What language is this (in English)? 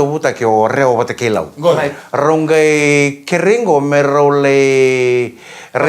Fijian